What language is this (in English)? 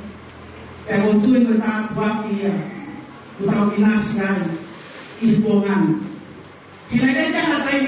Tongan